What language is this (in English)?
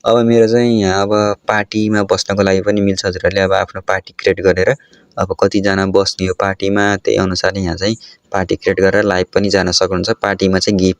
Nepali